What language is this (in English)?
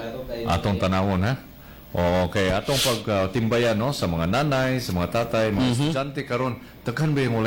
Cebuano